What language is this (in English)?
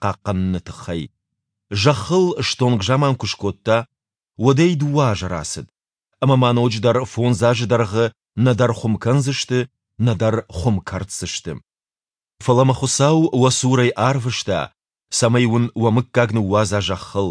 Ossetic